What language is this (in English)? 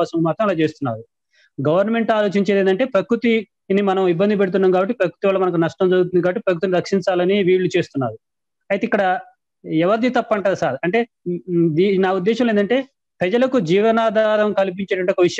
Telugu